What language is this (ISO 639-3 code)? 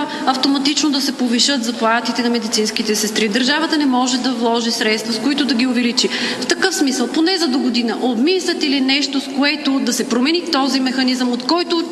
bul